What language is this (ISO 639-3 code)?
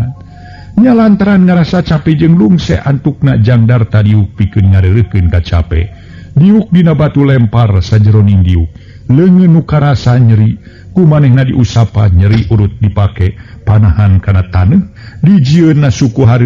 sun